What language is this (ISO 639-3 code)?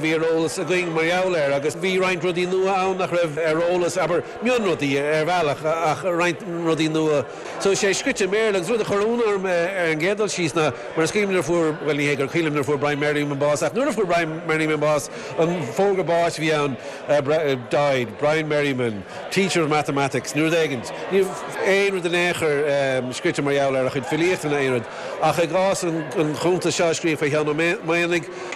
gle